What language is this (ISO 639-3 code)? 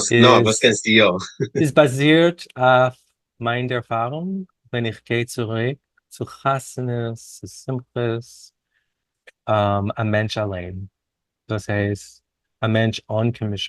yid